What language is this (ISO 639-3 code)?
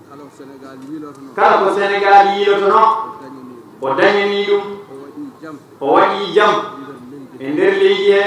ful